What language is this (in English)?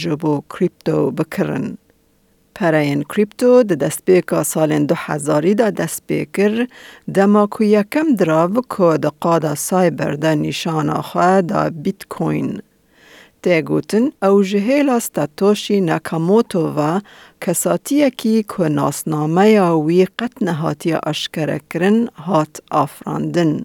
Kurdish